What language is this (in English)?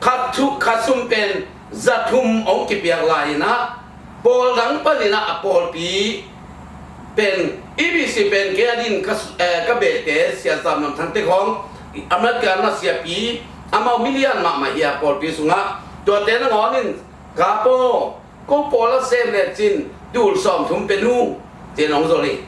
Tedim Chin